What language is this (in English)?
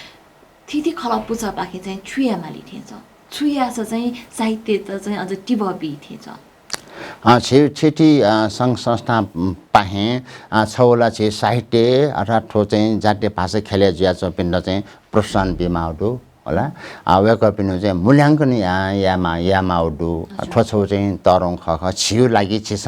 Newari